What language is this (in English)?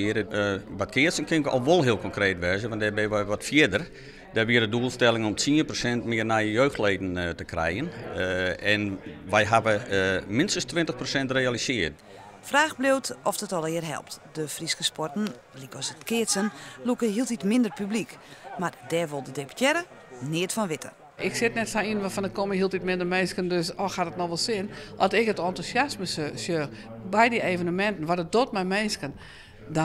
Western Frisian